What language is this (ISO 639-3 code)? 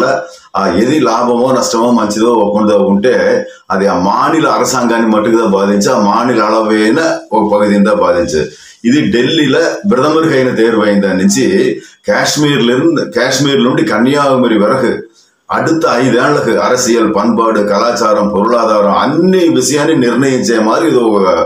tel